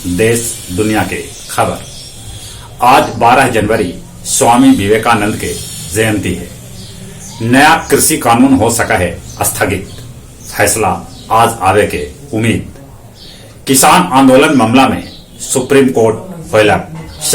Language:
Magahi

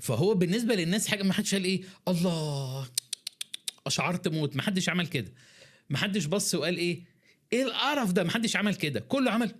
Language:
Egyptian Arabic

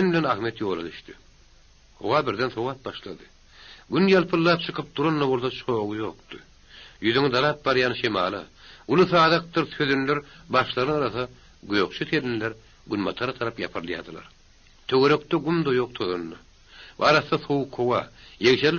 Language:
Turkmen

